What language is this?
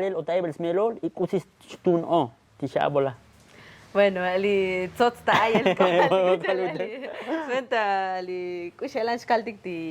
Tzotzil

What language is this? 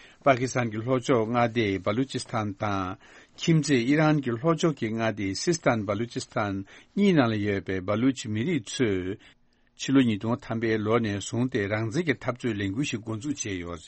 Tibetan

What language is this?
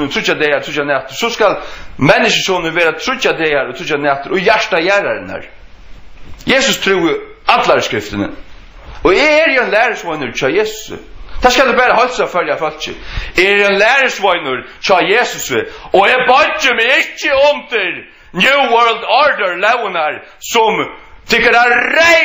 Faroese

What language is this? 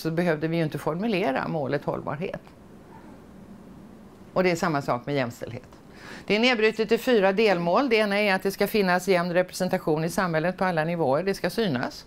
Swedish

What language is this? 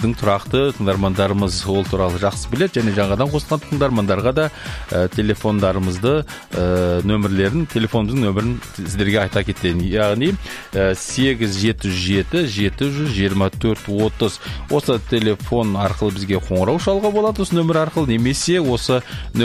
Kazakh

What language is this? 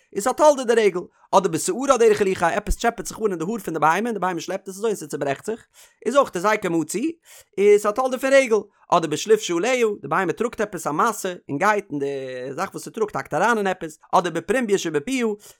Yiddish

